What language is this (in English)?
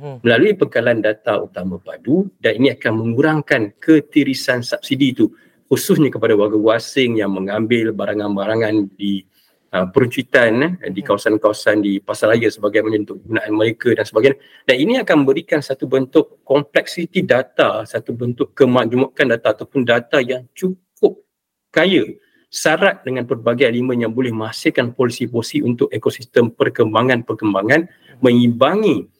Malay